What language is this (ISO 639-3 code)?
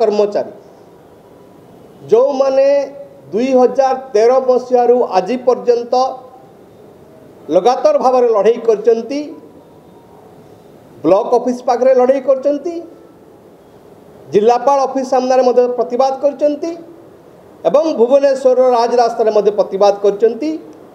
ori